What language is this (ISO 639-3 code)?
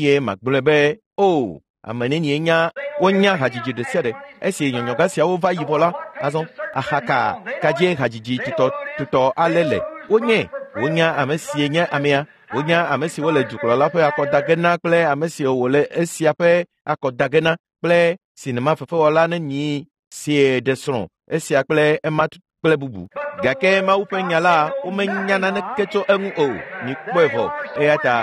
ewe